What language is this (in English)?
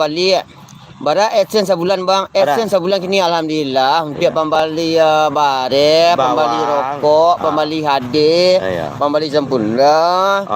Minangkabau